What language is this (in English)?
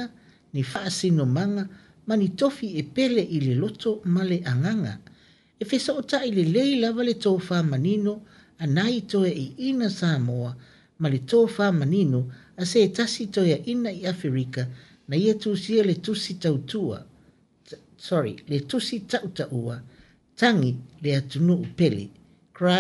Samoan